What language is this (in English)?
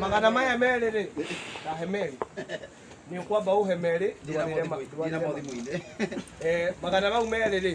Kikuyu